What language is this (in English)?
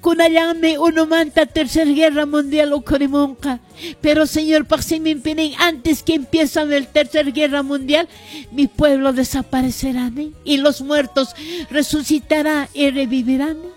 Quechua